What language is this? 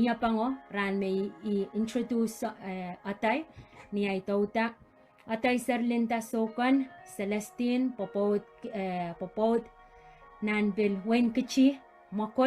Pohnpeian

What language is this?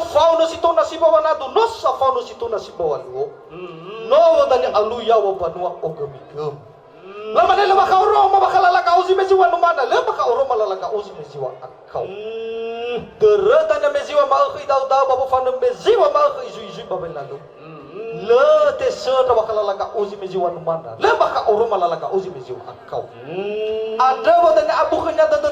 Nias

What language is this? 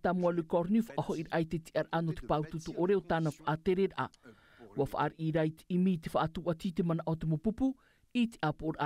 Tahitian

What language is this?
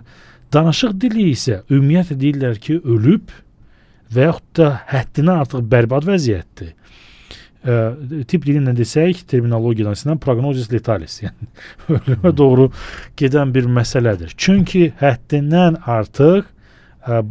Azerbaijani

